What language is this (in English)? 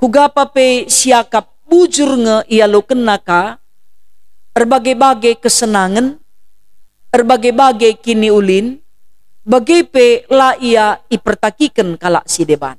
Batak Karo